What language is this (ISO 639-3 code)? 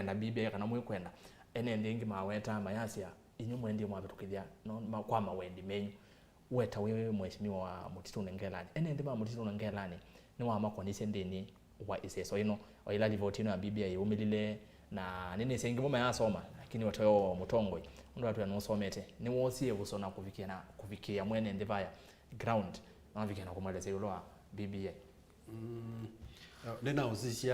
kam